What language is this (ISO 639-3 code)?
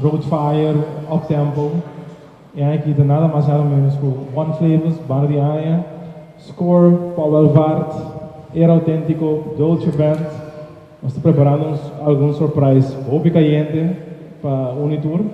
pap